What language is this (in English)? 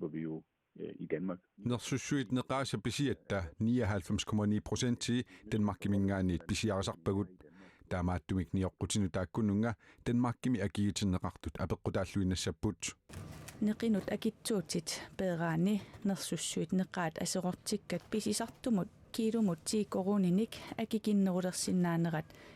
Kalaallisut